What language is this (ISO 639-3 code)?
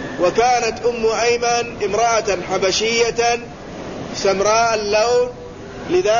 ara